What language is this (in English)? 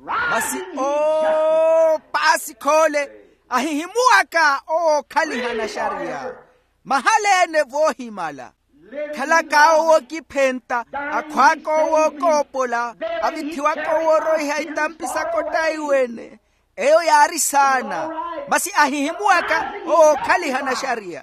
Makhuwa